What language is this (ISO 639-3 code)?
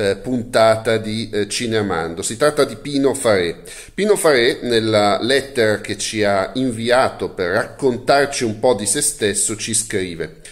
ita